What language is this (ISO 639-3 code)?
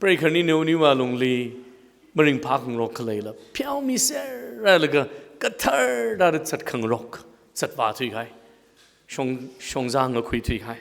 nmf